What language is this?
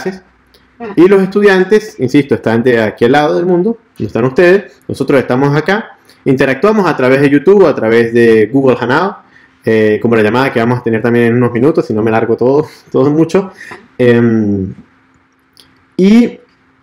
Spanish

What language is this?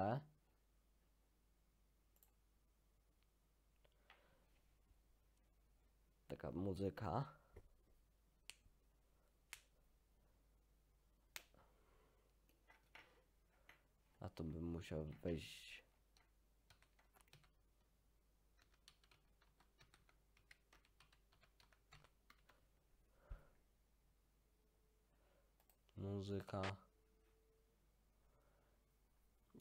Polish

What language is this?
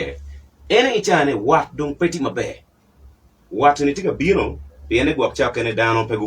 Acoli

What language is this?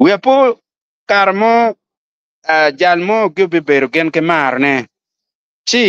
Acoli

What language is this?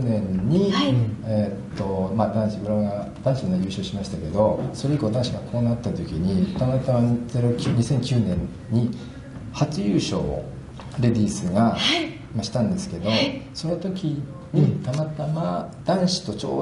Japanese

